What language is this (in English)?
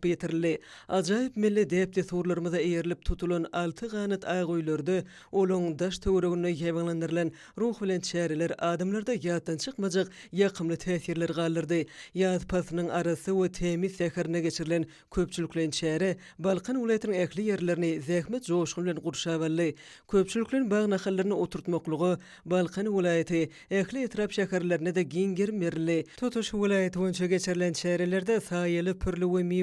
Turkmen